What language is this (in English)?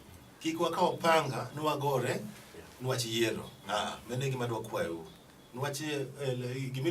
Luo (Kenya and Tanzania)